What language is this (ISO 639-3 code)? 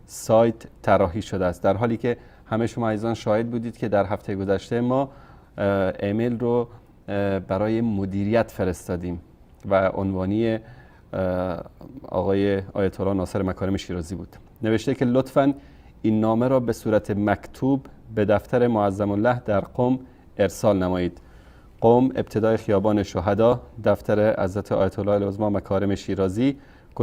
fas